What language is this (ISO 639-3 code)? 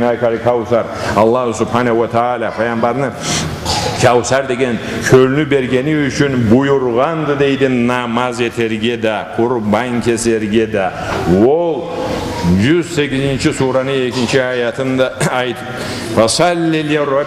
krc